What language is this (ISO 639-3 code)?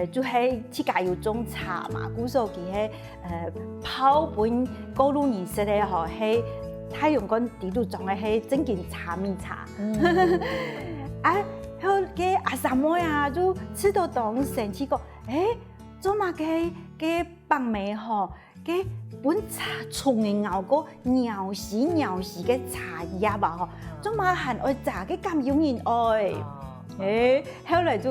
hak